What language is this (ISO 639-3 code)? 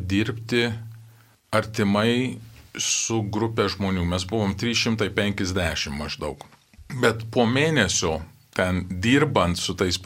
lit